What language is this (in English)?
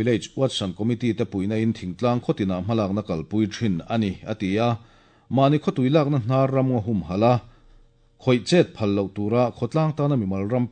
Mizo